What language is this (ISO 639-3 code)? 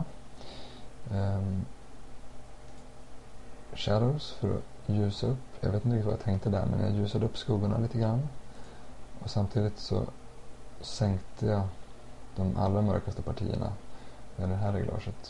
swe